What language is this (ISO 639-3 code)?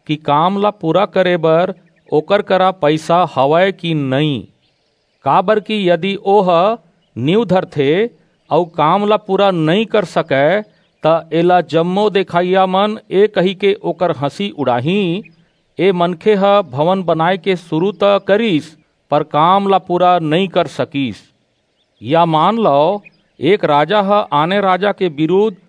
hne